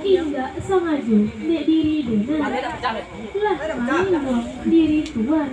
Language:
Minangkabau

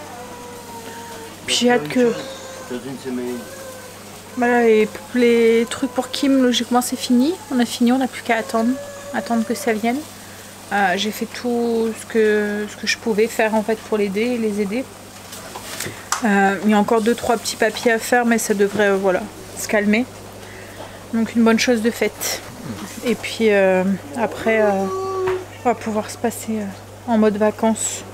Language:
French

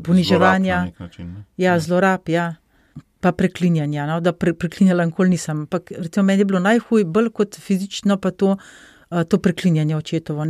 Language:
Slovenian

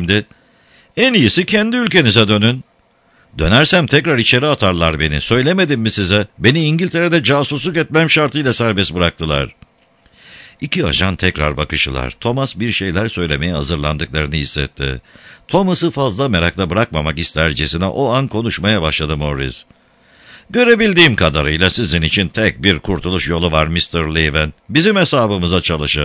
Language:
Turkish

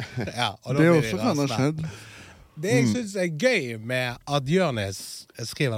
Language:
Norwegian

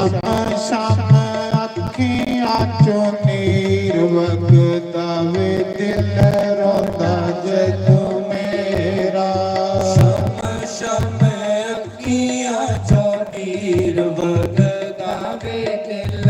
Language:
Dogri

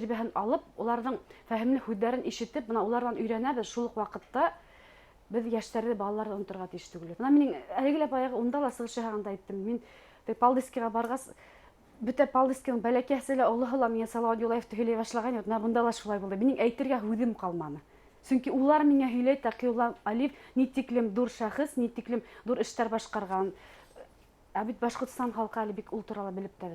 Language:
Bashkir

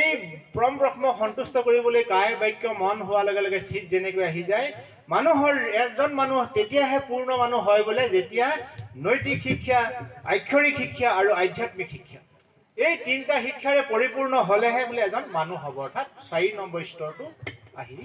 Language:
Assamese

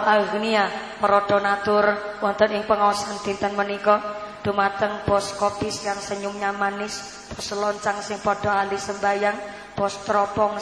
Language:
Javanese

